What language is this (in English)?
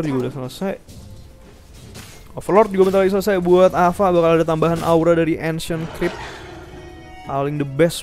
Indonesian